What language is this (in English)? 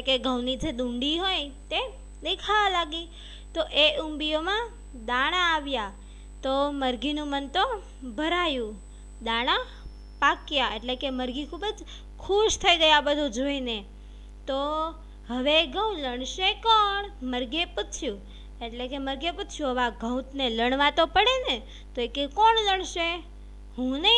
Gujarati